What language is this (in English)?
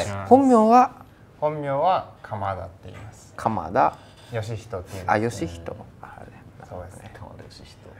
Japanese